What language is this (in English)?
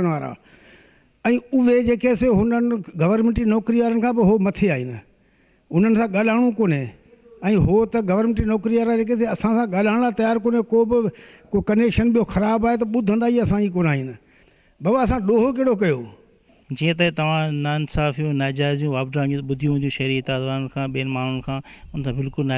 Sindhi